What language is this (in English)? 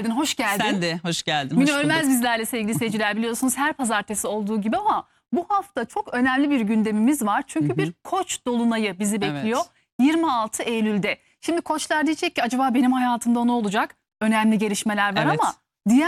Turkish